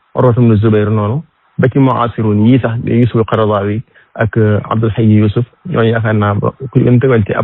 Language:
Wolof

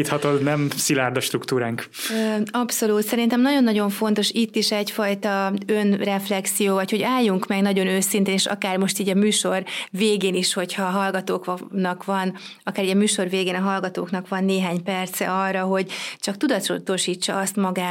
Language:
Hungarian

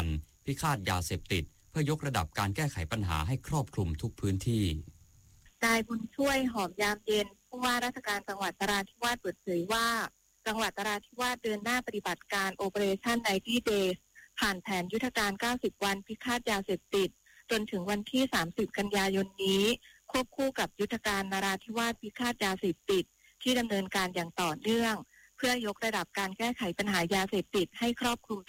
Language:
Thai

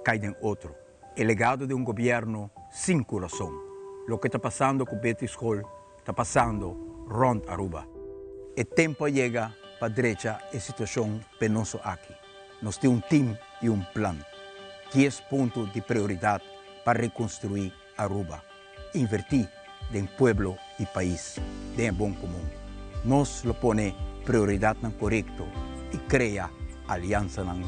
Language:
Papiamento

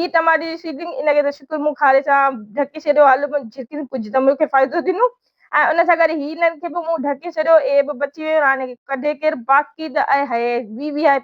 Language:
Sindhi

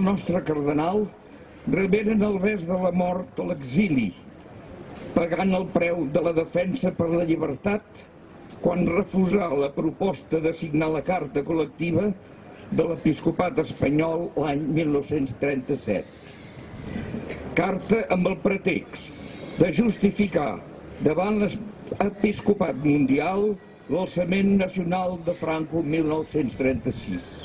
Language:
Catalan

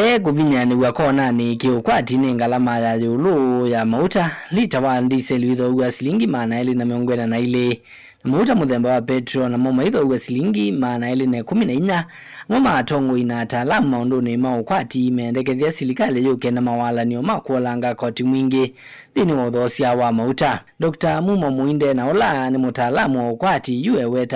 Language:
Kamba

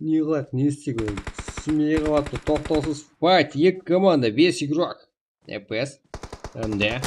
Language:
Kara-Kalpak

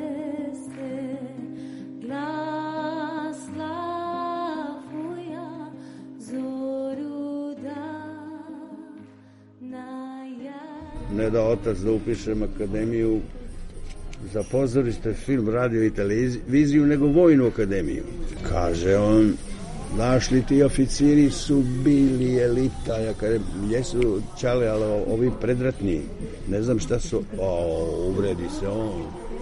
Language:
Serbian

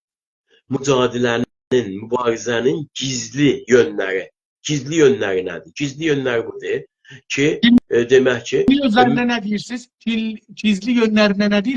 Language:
South Azerbaijani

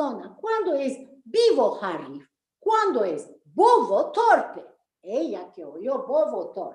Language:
Ladino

